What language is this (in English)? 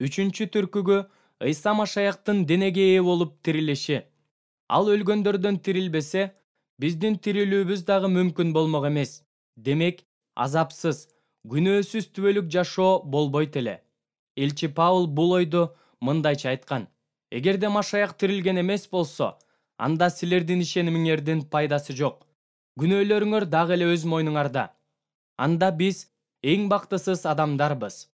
Kyrgyz